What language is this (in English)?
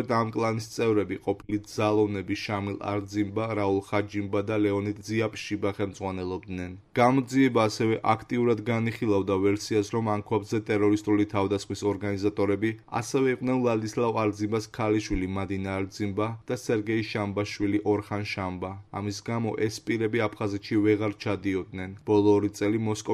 Georgian